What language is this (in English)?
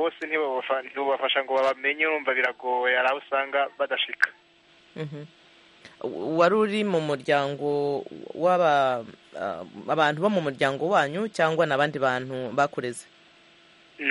Kinyarwanda